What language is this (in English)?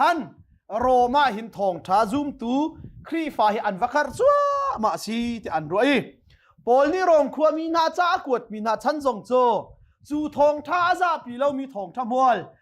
Hakha Chin